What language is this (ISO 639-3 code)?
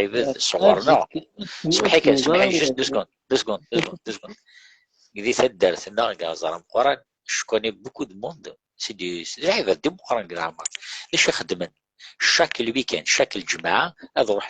kab